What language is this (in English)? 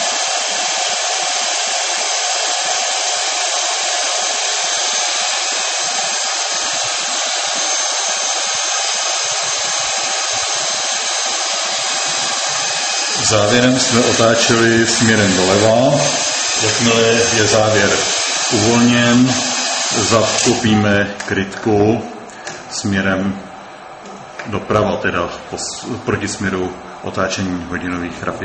Czech